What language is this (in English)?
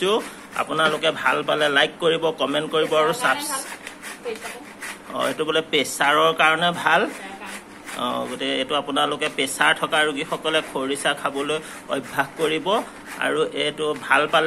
Assamese